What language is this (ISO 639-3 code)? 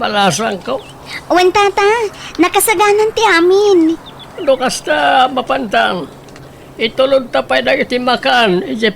ilo